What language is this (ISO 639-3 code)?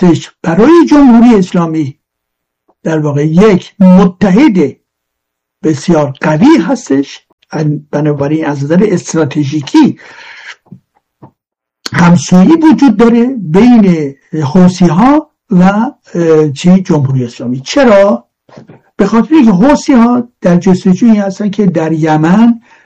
fas